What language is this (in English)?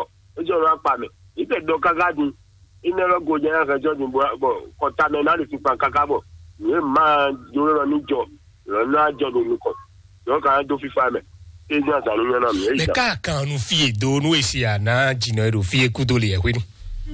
Fon